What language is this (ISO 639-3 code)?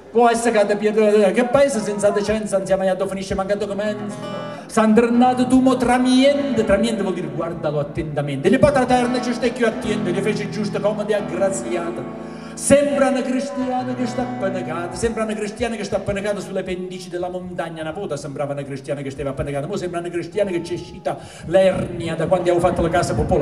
ita